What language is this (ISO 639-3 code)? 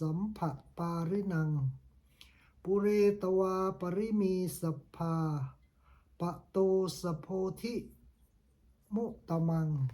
pli